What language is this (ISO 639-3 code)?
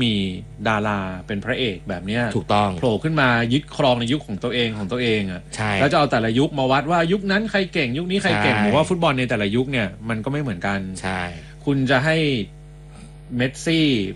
tha